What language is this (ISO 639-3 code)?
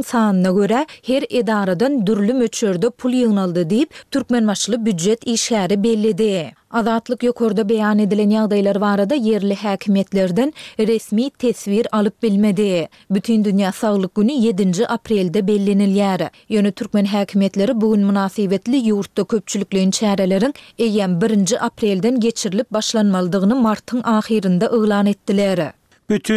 tuk